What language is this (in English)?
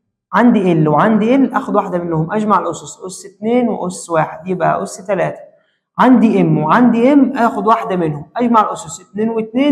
Egyptian Arabic